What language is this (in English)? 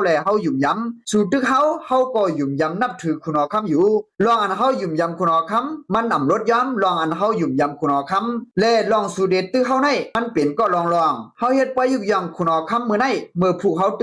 Shan